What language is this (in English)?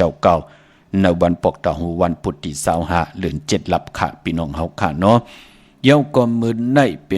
Shan